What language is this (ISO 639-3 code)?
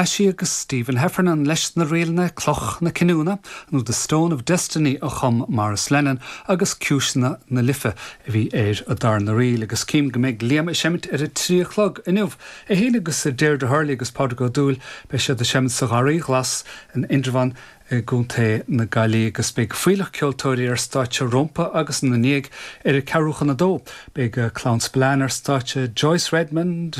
gle